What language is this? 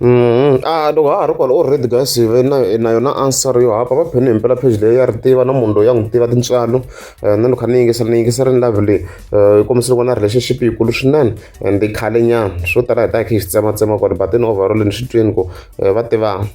Tsonga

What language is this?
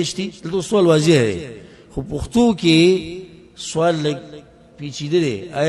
Pashto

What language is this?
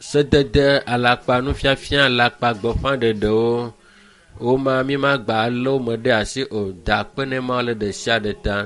Ewe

